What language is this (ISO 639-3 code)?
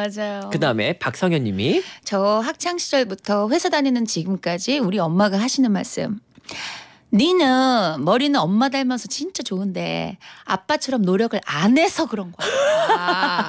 kor